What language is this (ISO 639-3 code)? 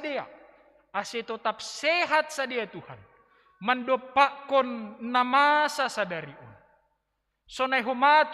bts